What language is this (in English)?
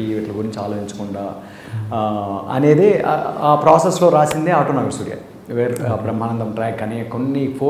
Telugu